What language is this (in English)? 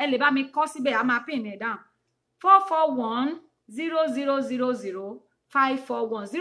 Yoruba